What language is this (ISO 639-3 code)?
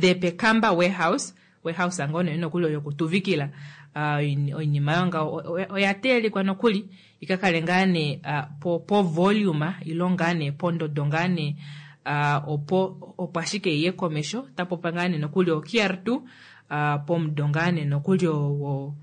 kua